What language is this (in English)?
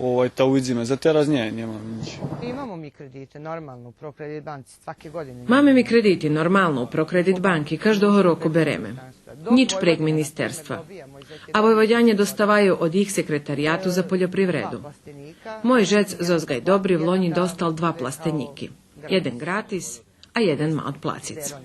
Rusyn